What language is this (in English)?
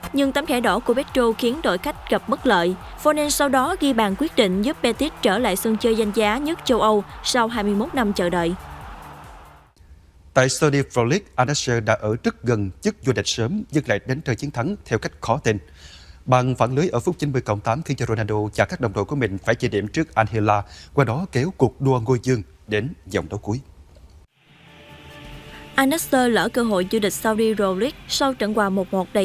Vietnamese